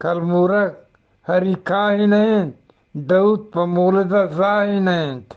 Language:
Eastern Balochi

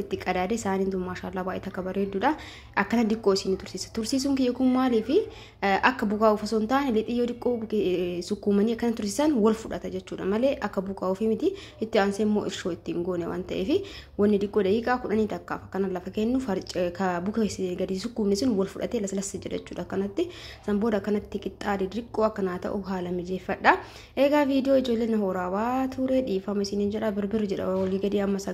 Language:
Oromo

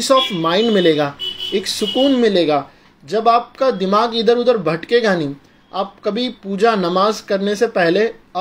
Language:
Hindi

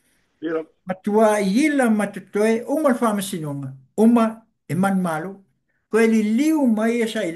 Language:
Samoan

